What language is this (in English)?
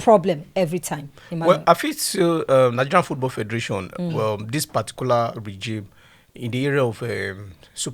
Nigerian Pidgin